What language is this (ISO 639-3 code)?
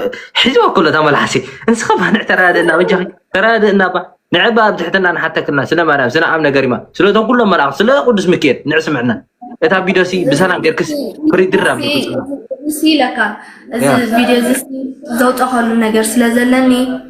tir